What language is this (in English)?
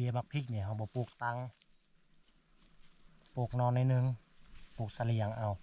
Lao